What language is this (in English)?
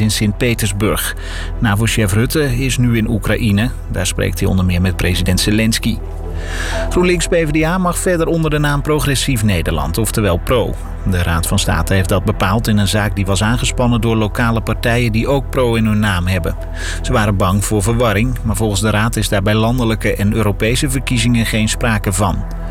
Dutch